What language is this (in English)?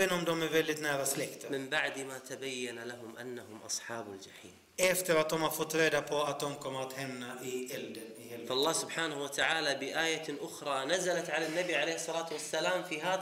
Swedish